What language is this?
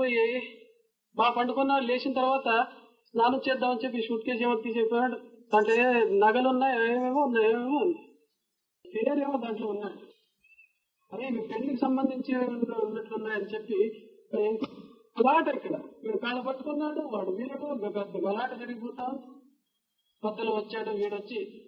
Telugu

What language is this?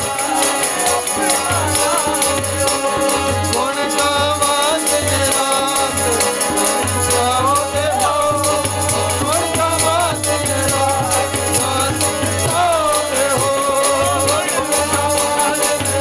Punjabi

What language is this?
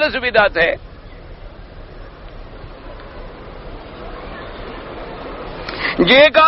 Urdu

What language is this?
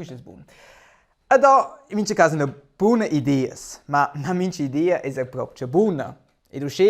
Romansh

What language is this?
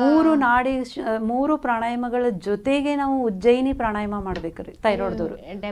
Kannada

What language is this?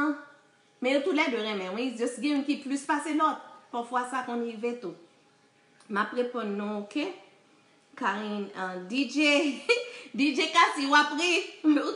Haitian Creole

